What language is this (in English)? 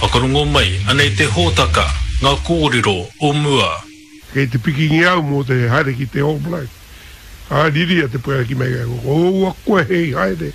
Māori